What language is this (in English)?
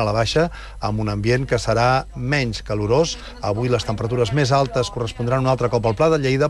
Catalan